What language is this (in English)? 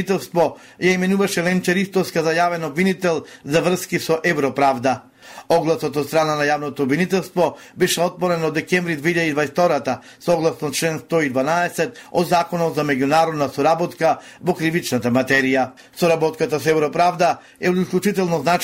Macedonian